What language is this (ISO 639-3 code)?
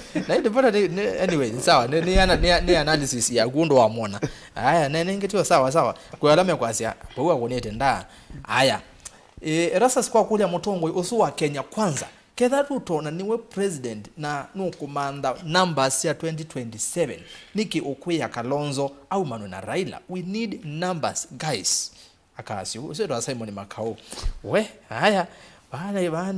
kam